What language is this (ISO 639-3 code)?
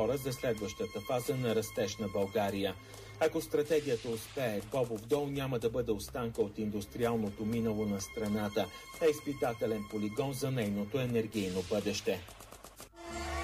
bul